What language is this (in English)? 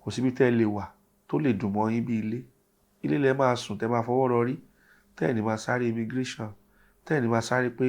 Yoruba